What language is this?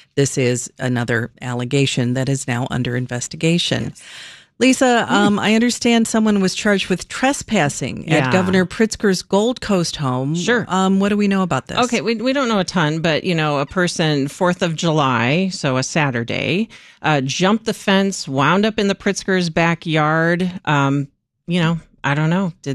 English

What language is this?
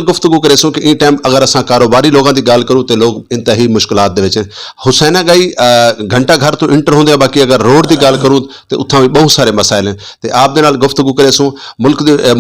Saraiki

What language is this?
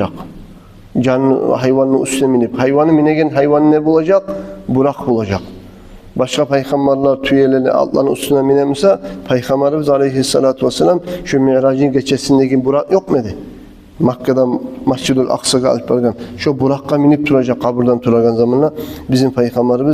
Kumyk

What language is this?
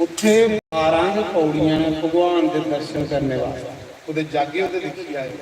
Dogri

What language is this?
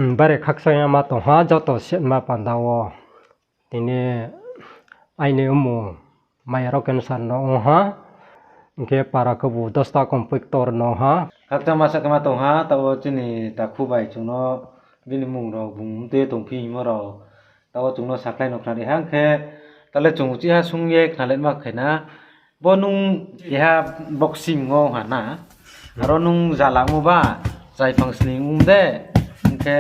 Riang (India)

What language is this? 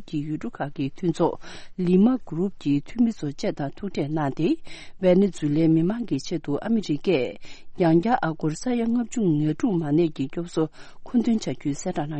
Tibetan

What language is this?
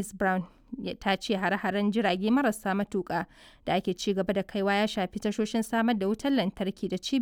Hausa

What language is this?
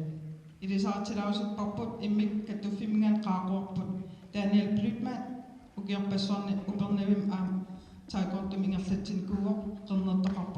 Kalaallisut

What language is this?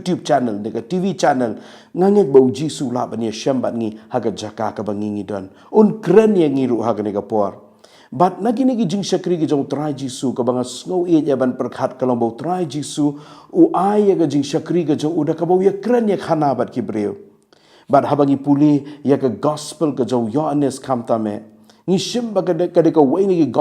Khasi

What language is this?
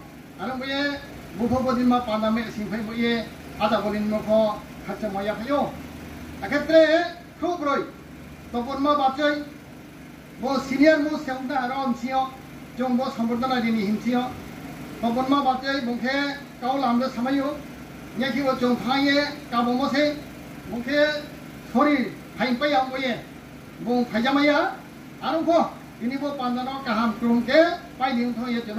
Riang (India)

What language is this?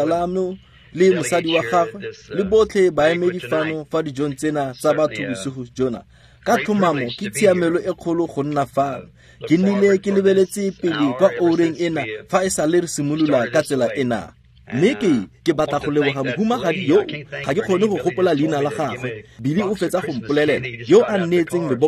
Tswana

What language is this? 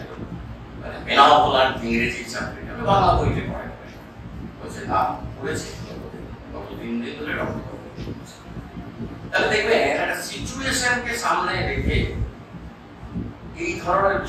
Bangla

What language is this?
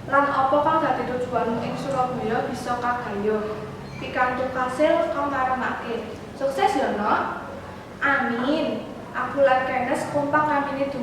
Javanese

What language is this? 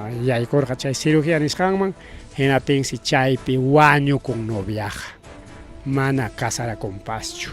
Ayacucho Quechua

